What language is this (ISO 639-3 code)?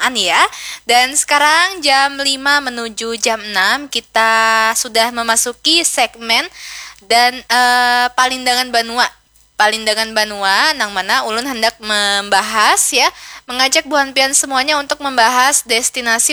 bjn